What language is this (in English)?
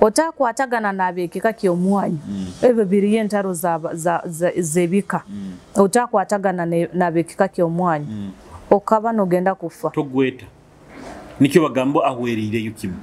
Nyoro